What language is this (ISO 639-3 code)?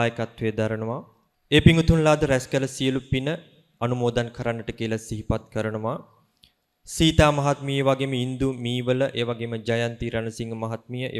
sin